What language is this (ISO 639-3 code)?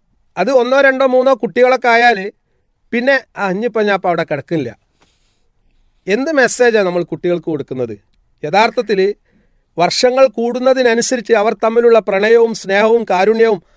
mal